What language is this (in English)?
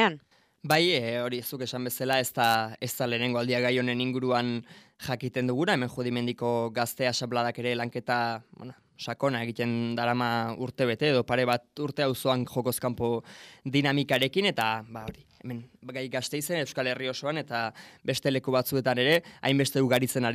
Basque